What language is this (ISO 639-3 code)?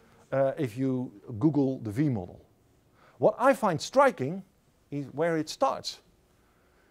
eng